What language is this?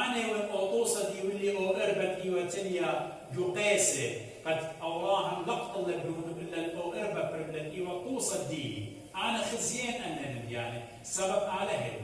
Assyrian Neo-Aramaic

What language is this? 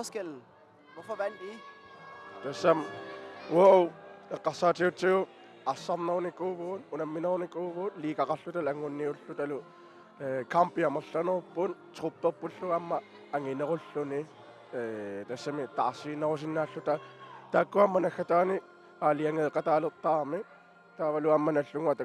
Kalaallisut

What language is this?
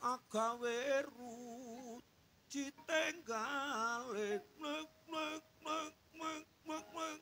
Javanese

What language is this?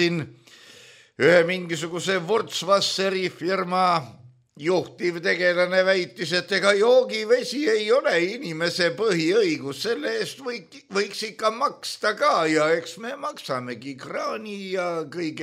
Estonian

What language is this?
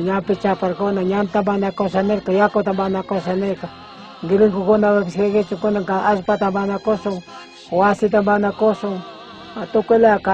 Chimborazo Highland Quichua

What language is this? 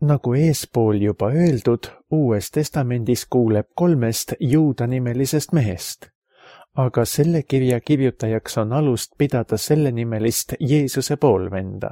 Estonian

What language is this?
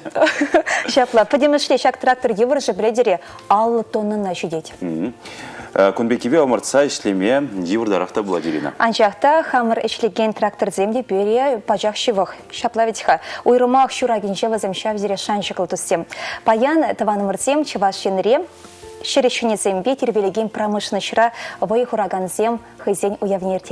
Chuvash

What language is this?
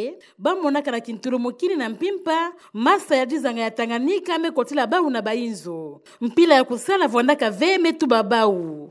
Kituba (Democratic Republic of Congo)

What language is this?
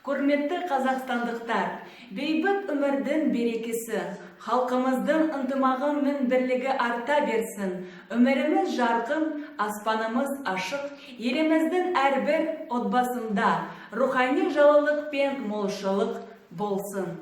Kazakh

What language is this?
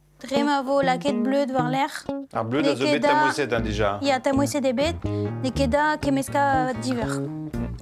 Breton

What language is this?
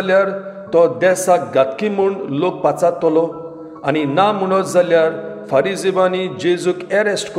Konkani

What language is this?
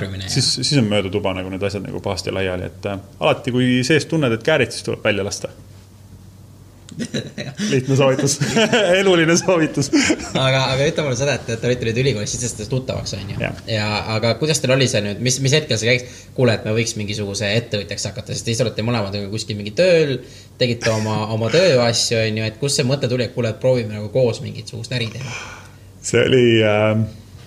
Estonian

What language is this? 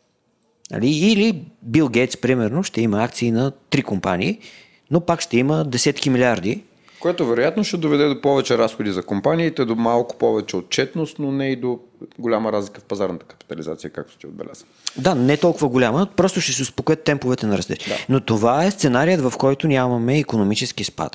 Bulgarian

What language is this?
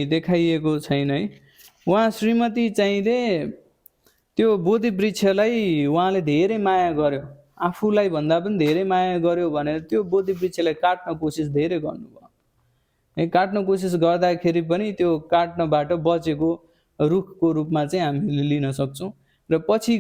Nepali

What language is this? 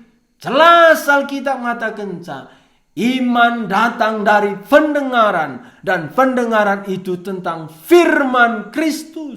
Batak Karo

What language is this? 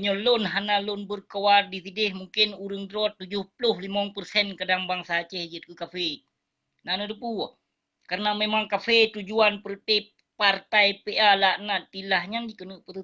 Achinese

